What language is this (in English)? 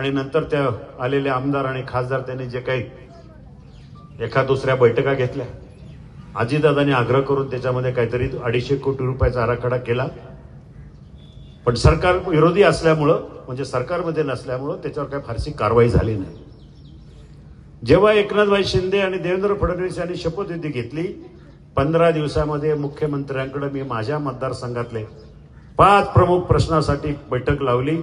Marathi